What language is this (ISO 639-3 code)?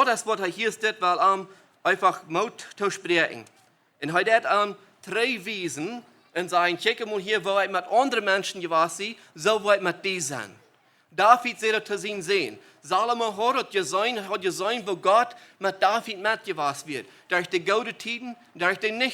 pdt